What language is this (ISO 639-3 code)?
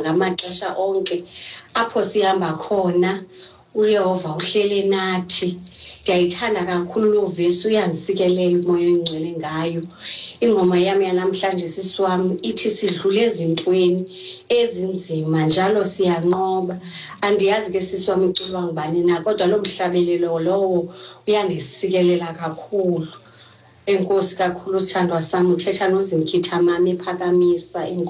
xho